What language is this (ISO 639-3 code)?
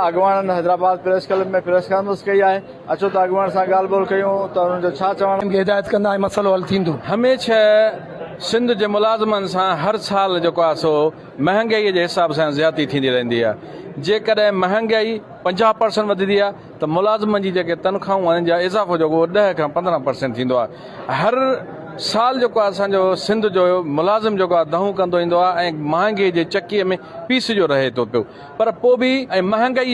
snd